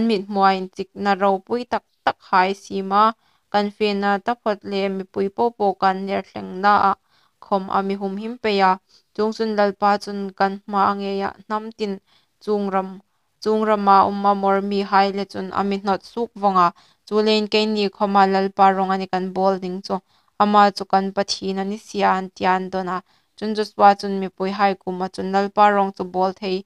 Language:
Hmar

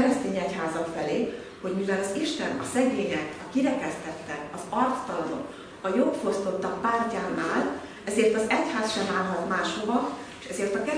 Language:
Hungarian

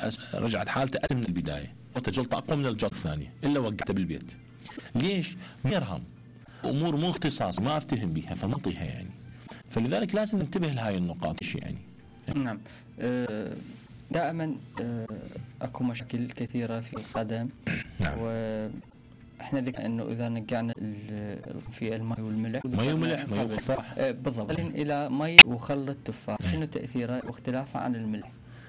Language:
Mesopotamian Arabic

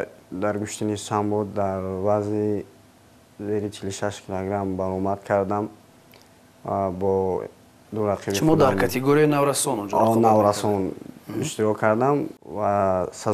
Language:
Tajik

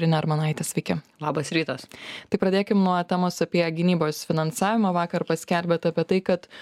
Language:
Lithuanian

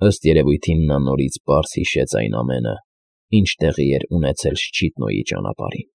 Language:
Armenian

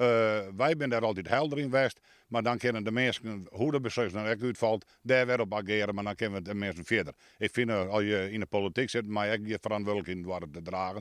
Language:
Western Frisian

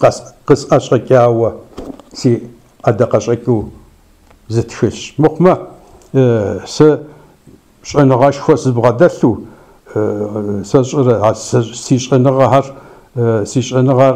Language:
Kabardian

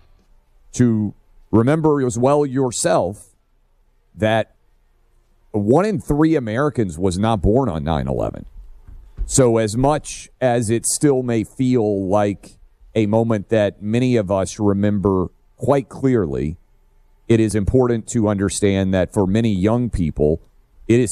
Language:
English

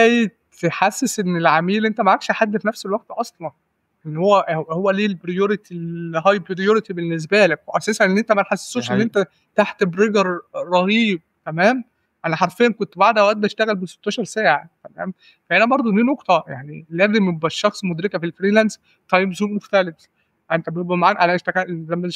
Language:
Egyptian Arabic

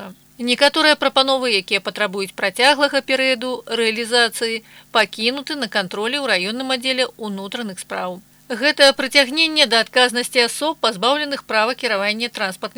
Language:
Belarusian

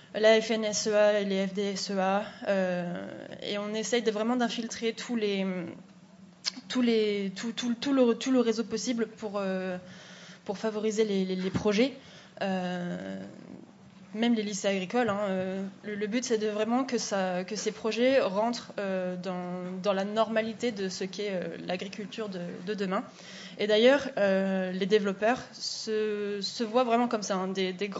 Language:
French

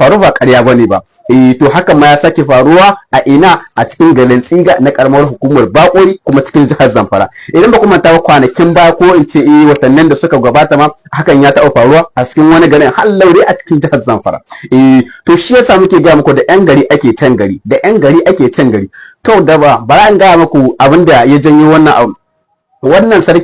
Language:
Hausa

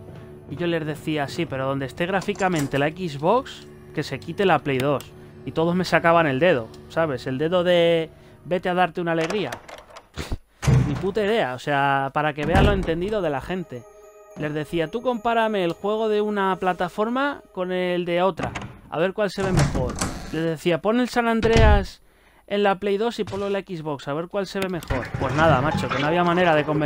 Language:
Spanish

